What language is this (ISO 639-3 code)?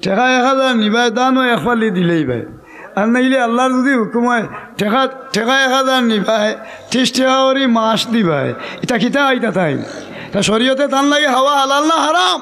syl